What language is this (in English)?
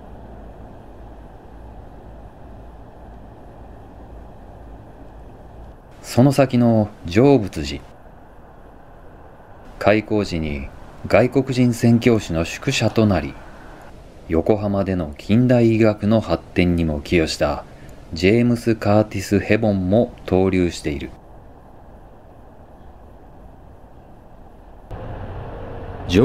Japanese